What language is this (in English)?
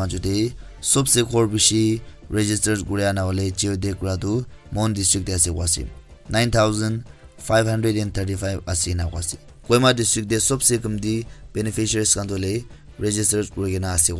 Naga Pidgin